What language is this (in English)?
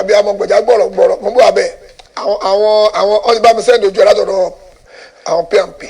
Yoruba